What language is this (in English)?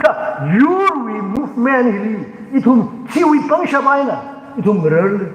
Tangkhul Naga (India)